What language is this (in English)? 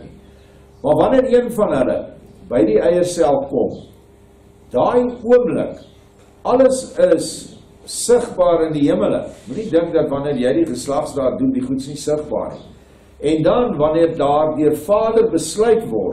Afrikaans